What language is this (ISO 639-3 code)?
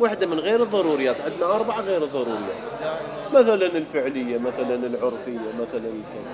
acm